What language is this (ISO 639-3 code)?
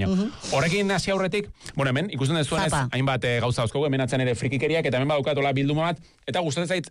eus